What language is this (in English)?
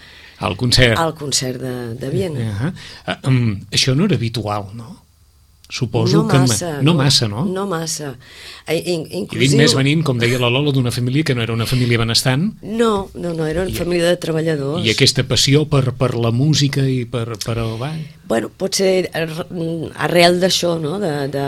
Catalan